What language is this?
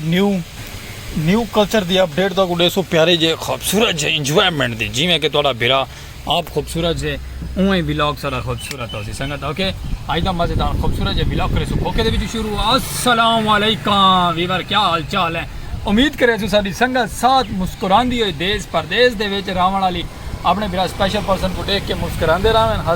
Saraiki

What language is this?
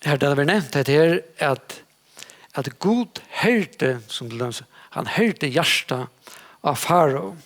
Faroese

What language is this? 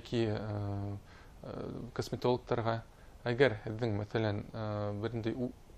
Bashkir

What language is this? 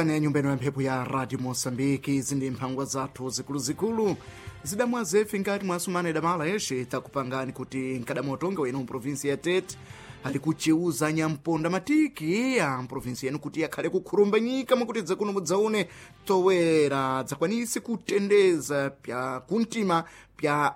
Sena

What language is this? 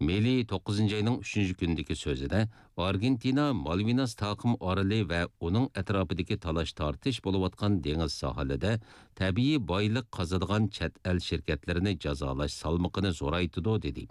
Uyghur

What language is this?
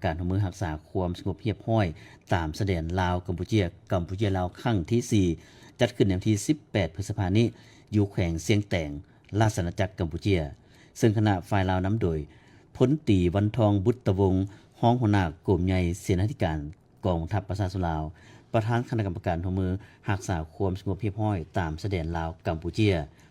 Lao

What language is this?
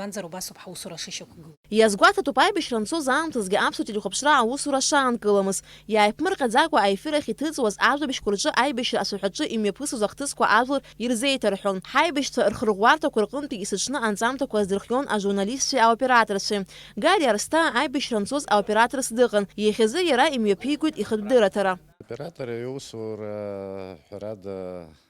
Abkhazian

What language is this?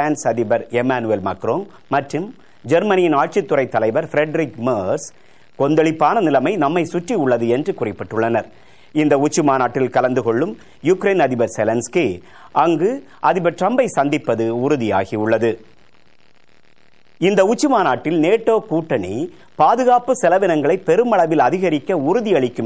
Tamil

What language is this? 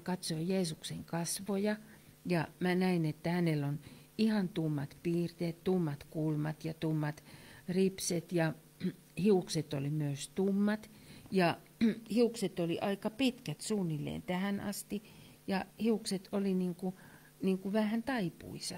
Finnish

